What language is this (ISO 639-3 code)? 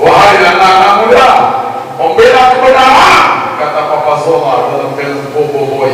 sas